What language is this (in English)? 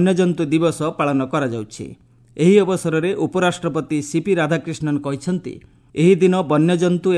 Odia